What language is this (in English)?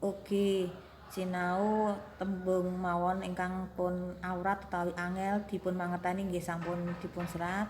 Javanese